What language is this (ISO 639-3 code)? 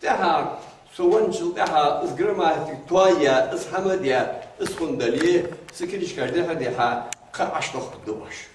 inh